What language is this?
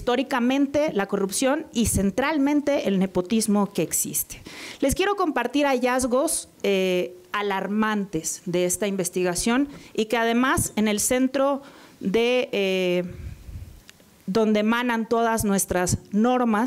Spanish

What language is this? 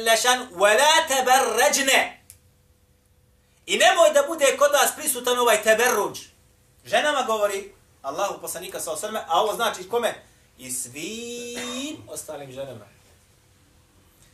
Bosnian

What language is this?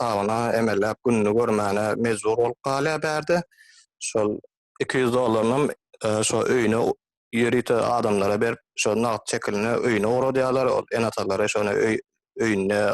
Turkmen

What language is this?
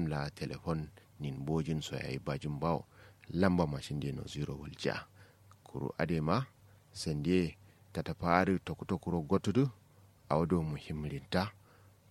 Kanuri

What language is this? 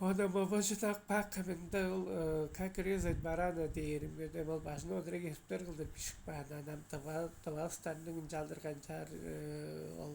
Tuvinian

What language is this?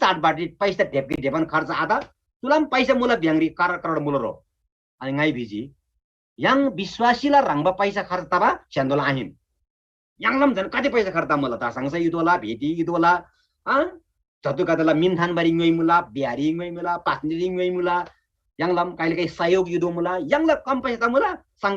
Eastern Tamang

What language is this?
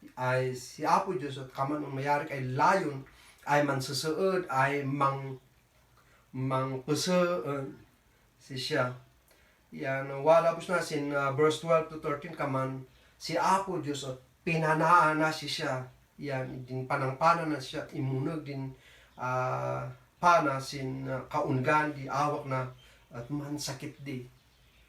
Kankanaey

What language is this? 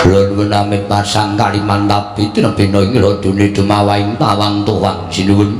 Javanese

